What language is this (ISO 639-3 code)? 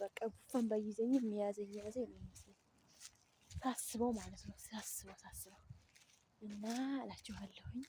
amh